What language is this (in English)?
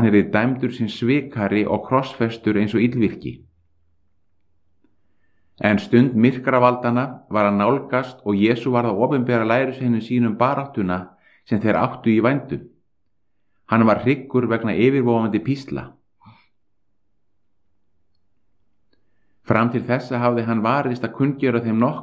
Icelandic